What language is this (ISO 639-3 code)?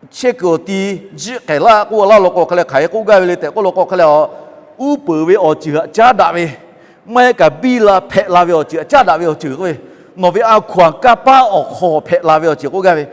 lhu